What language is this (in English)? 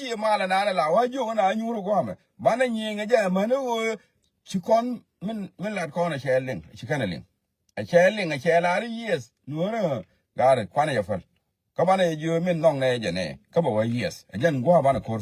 Nuer